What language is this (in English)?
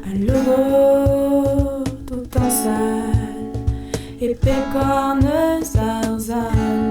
Breton